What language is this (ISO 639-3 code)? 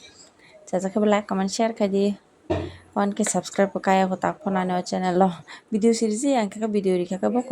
trp